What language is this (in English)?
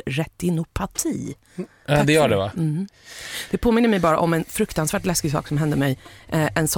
Swedish